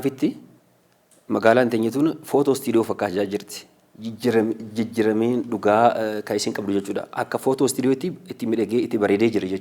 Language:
Oromo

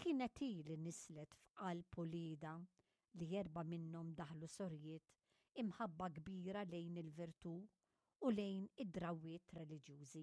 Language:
Maltese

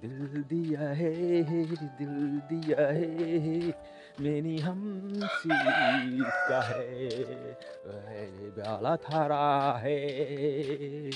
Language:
Kok Borok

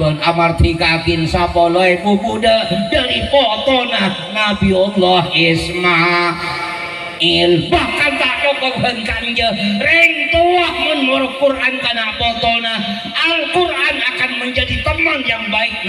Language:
Madurese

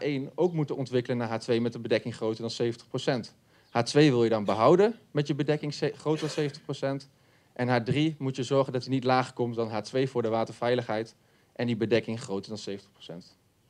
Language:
Dutch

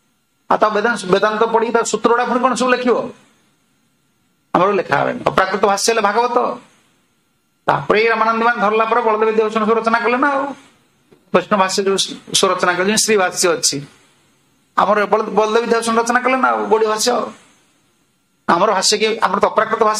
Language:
Odia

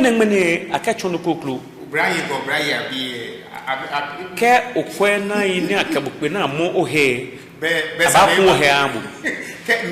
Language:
Ga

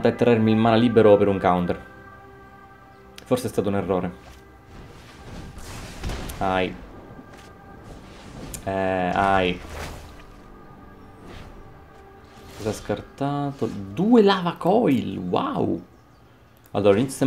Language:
Italian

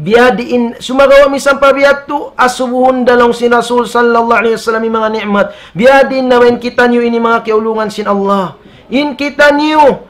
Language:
Tausug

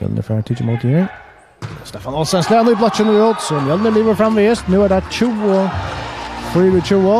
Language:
Faroese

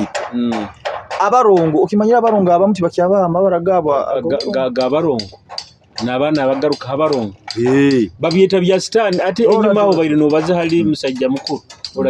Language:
Nyoro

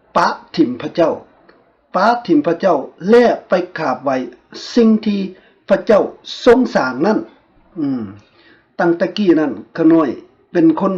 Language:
Lao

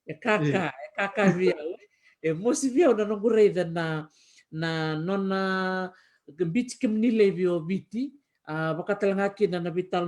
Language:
Fijian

